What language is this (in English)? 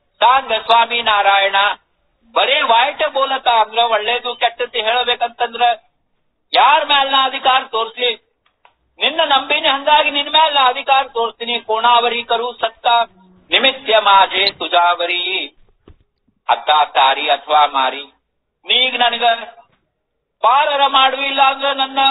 Kannada